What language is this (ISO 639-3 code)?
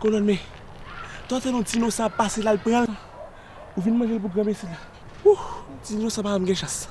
hat